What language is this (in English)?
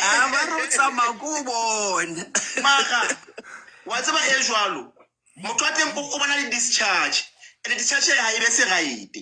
Southern Sotho